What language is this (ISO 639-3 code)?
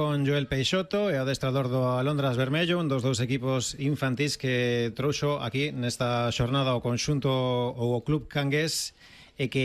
glg